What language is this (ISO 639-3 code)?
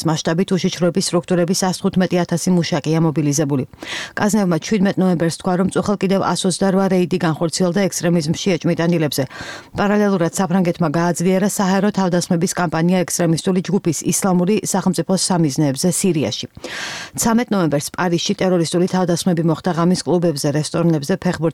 kat